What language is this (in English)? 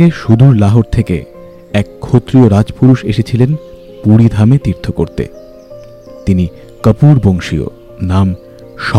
Bangla